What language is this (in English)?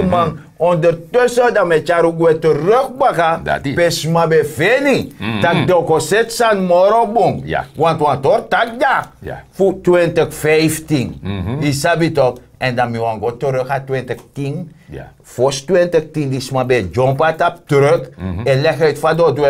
Sranan Tongo